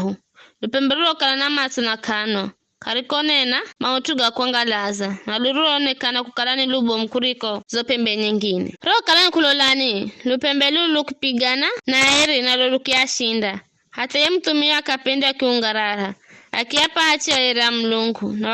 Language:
Giryama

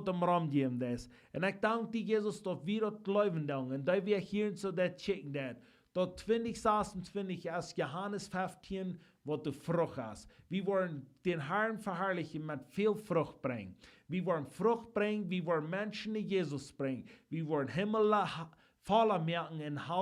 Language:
Plautdietsch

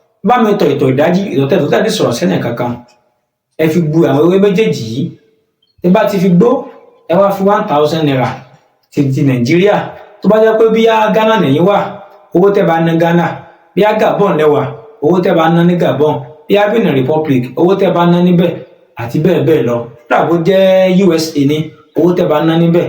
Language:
Yoruba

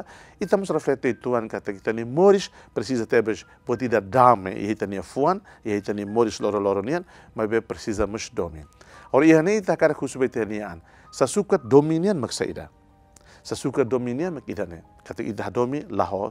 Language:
Tetum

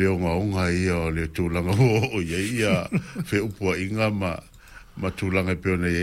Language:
Samoan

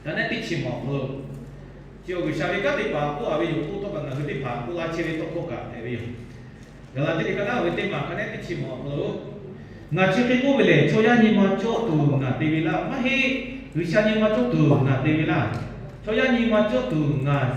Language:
Lahu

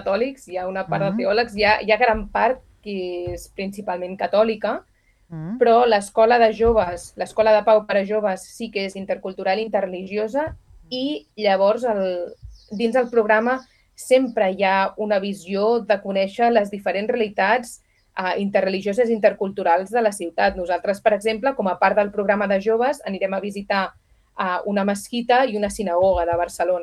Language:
Catalan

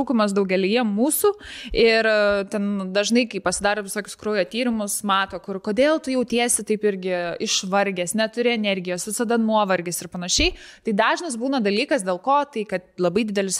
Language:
Lithuanian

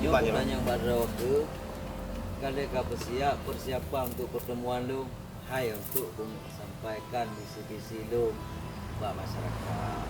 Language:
Achinese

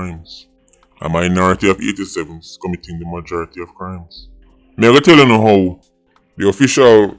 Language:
Jamaican Creole English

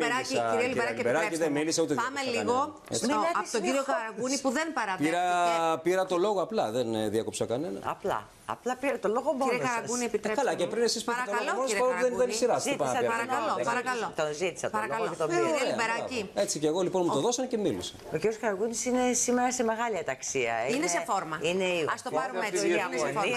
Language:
Greek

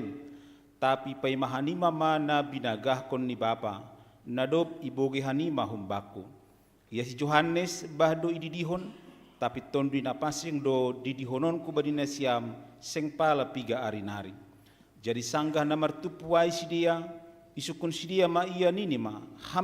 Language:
Batak Simalungun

